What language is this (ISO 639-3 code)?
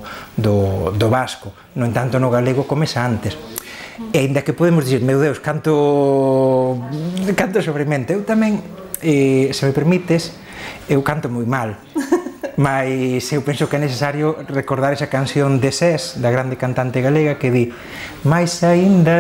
glg